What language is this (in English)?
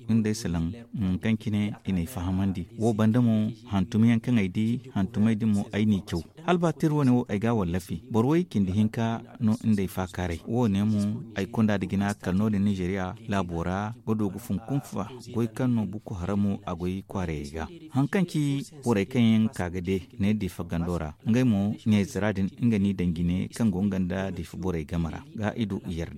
Zarma